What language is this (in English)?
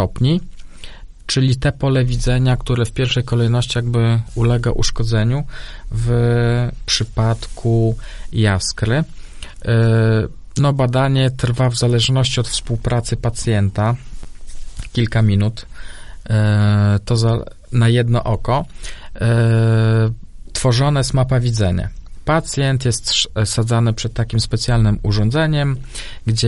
Polish